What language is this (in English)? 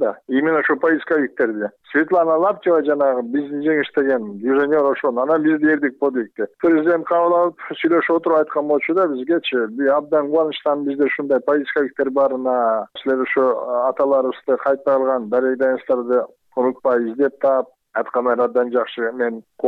Kyrgyz